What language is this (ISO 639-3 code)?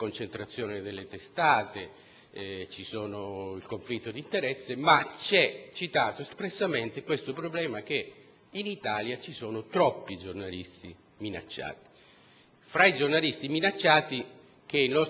ita